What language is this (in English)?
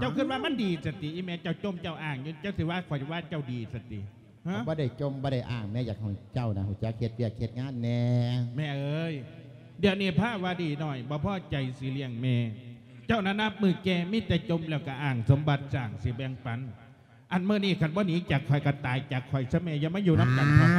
Lao